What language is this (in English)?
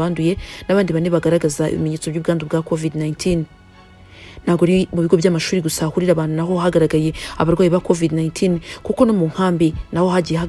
Kinyarwanda